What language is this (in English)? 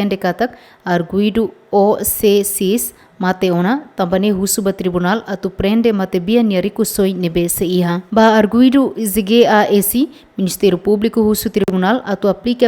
Tetum